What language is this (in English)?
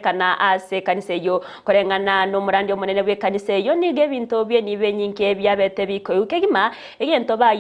Gusii